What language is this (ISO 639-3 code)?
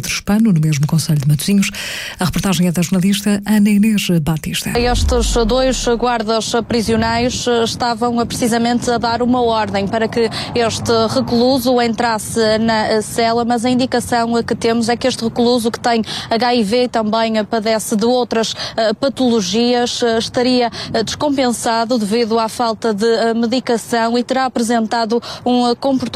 por